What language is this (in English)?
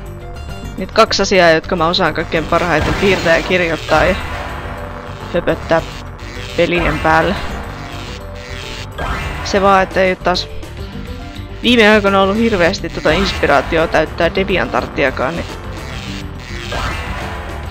Finnish